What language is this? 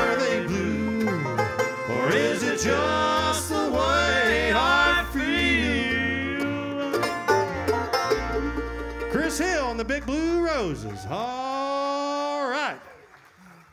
English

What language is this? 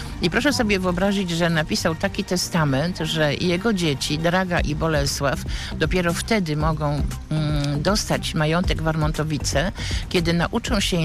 Polish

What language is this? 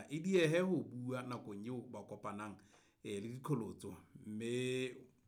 Southern Sotho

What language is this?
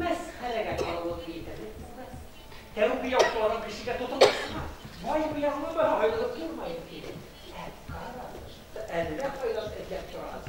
Bashkir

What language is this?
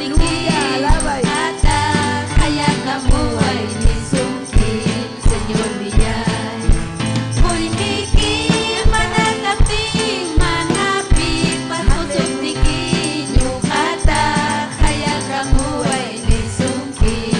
Ayacucho Quechua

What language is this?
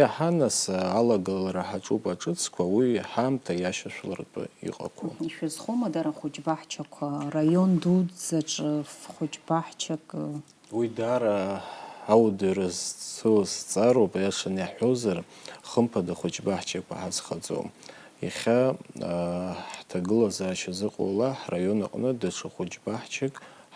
Abkhazian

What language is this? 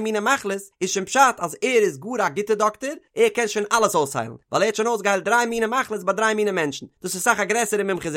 Yiddish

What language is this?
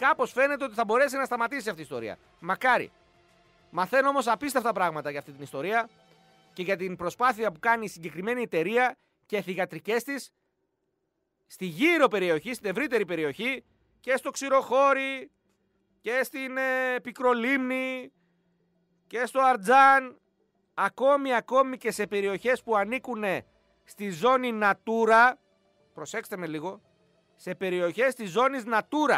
Greek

